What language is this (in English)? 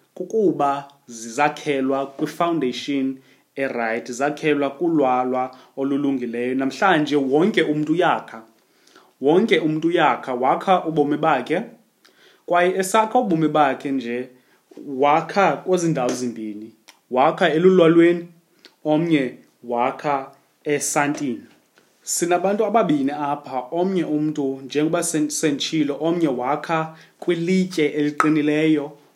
Xhosa